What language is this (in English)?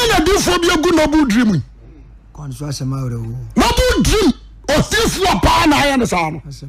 Akan